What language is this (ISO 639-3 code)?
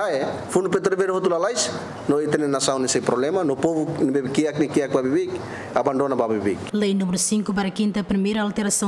tet